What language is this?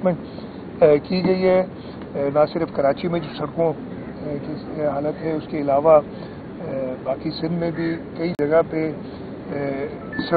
Urdu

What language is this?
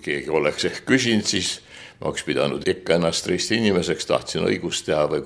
Estonian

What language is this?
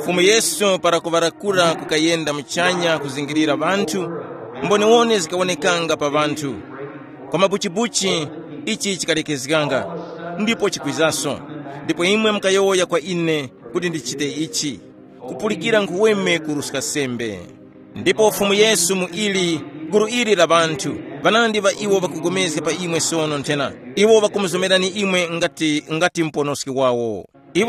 Tumbuka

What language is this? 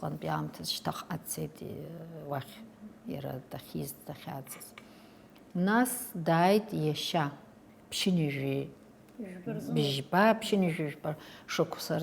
Abkhazian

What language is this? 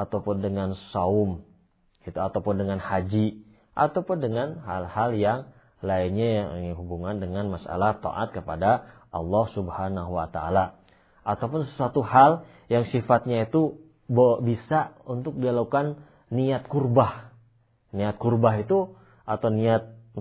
Indonesian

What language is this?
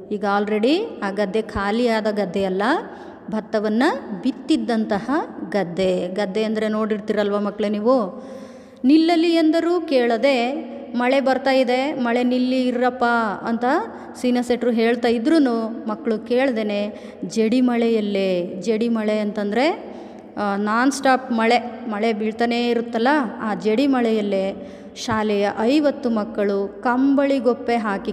Kannada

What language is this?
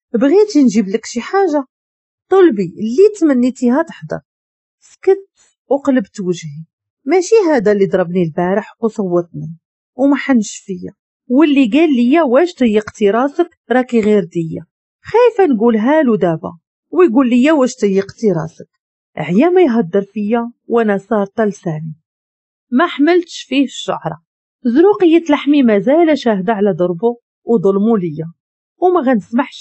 Moroccan Arabic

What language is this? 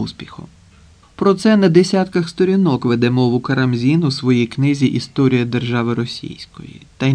Ukrainian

